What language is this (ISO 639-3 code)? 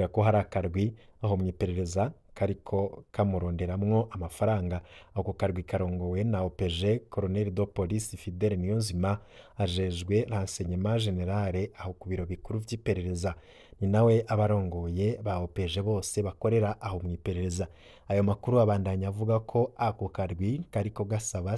run